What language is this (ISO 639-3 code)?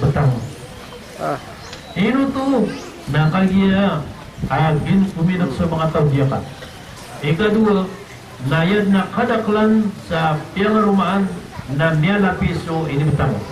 mrw